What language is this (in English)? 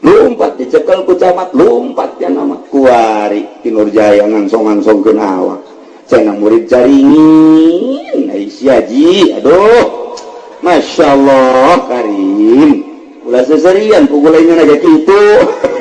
Sundanese